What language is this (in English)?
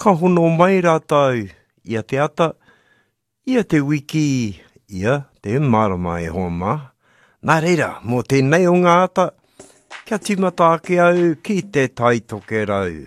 Māori